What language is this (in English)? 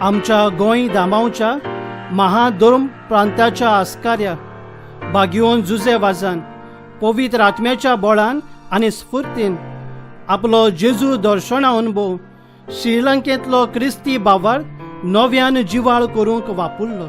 Konkani